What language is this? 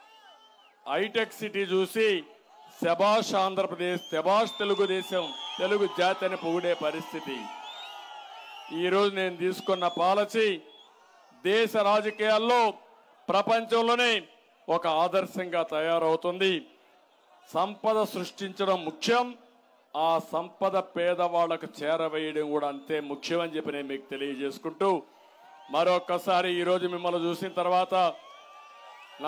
Telugu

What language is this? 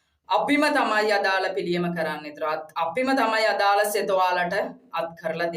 Sinhala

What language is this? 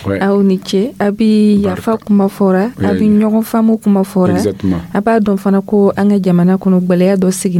Dyula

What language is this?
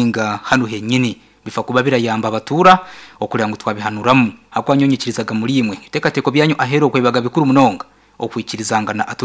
Nyankole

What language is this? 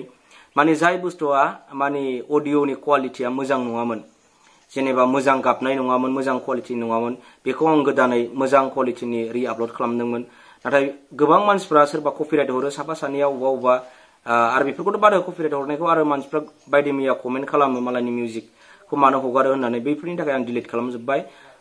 Bodo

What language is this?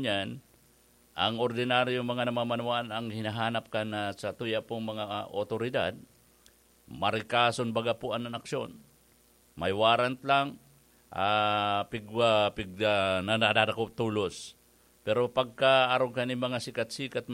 Bikol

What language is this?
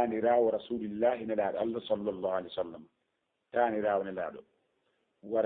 Fula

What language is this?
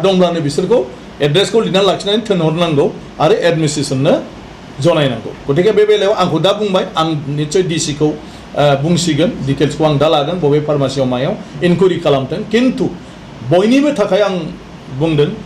Bodo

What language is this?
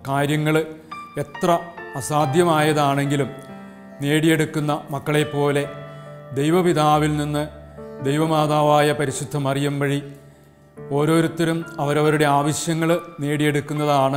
Malayalam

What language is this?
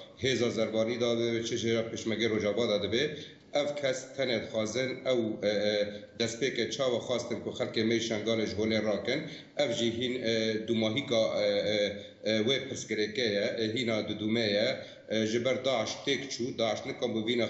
Kurdish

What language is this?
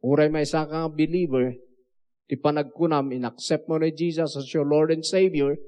Iloko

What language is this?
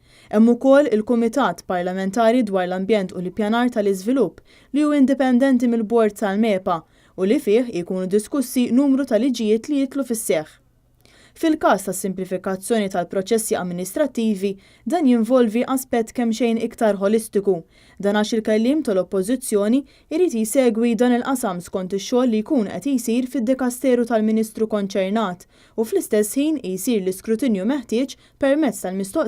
Maltese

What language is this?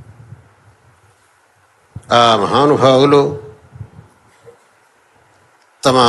Telugu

